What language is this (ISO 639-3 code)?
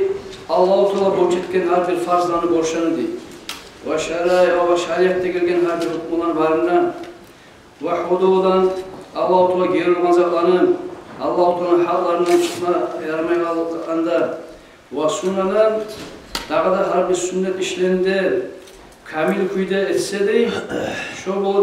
kum